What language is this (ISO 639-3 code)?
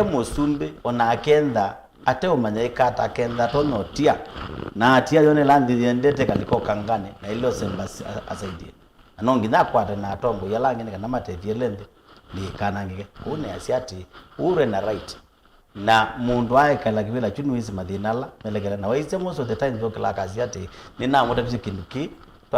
kam